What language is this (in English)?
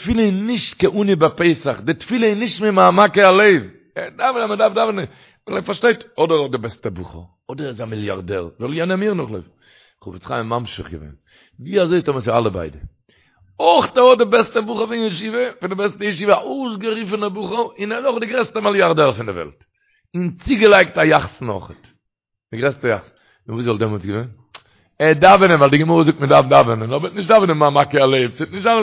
Yiddish